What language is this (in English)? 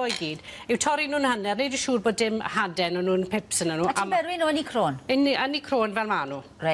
Welsh